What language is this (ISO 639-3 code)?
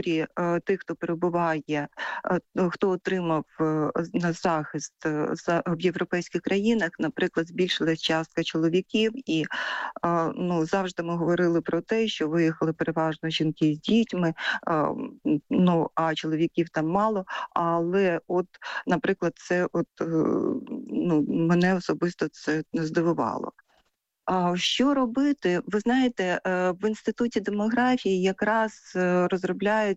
ukr